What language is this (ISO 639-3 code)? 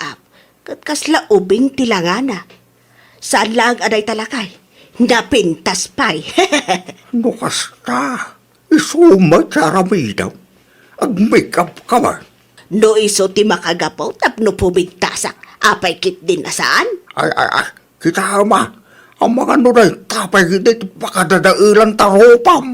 ilo